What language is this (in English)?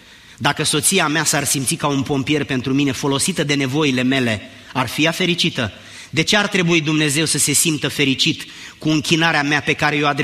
Romanian